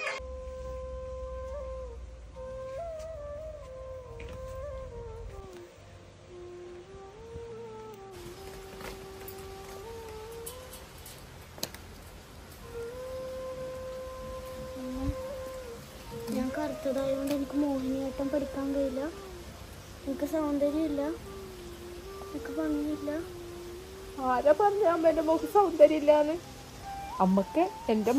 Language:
Malayalam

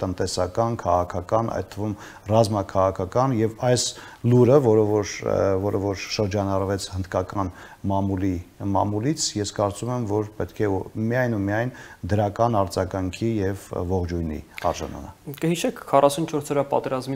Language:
Armenian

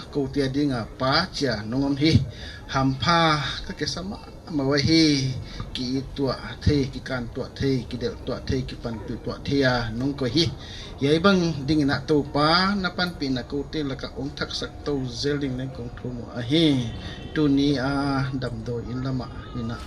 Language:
Paite Chin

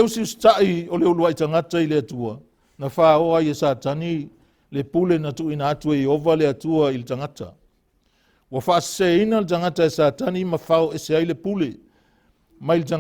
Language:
Samoan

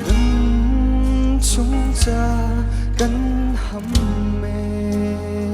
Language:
Hakha Chin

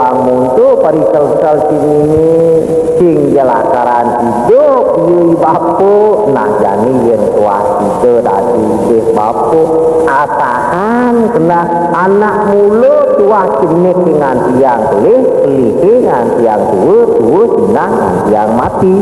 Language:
Balinese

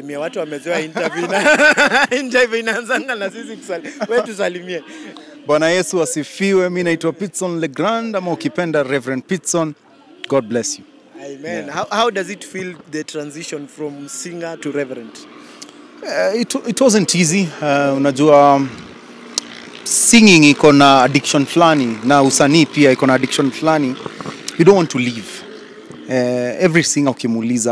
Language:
Swahili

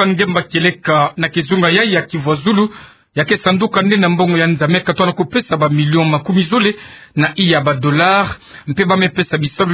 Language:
Kituba (Democratic Republic of Congo)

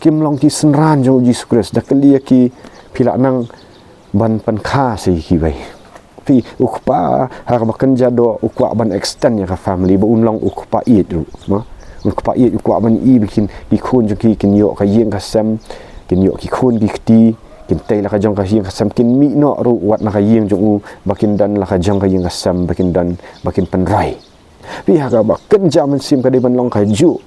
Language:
Khasi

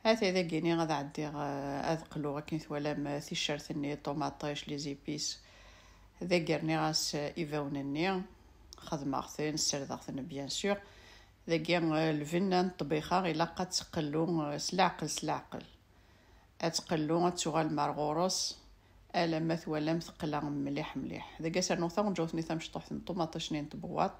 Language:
Kabyle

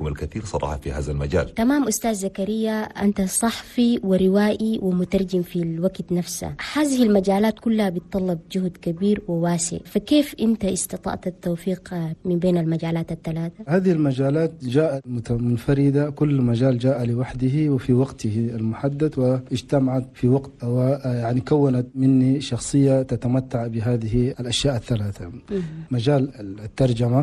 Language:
Chadian Arabic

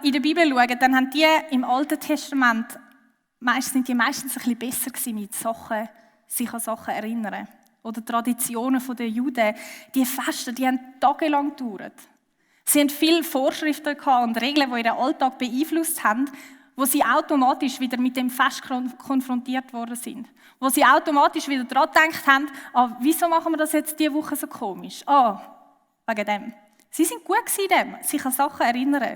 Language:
Swiss German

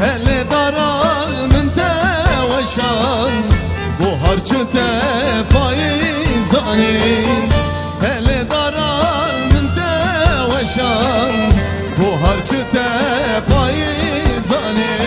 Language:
Kurdish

